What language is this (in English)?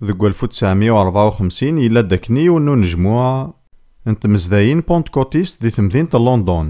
Kabyle